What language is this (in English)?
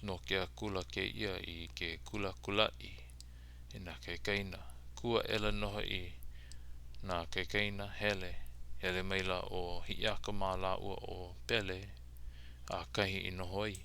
Hawaiian